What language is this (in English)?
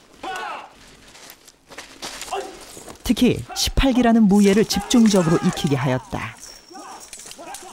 Korean